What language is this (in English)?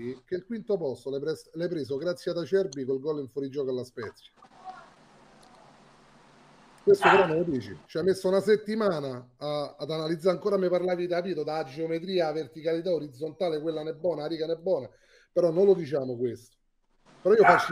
Italian